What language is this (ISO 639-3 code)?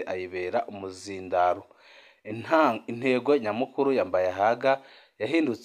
run